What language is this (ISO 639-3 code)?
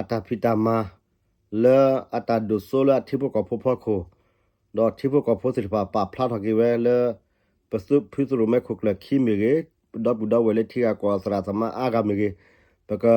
ksw